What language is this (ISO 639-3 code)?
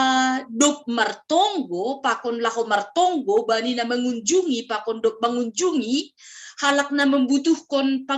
bts